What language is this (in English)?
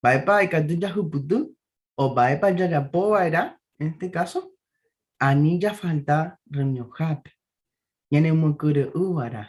Guarani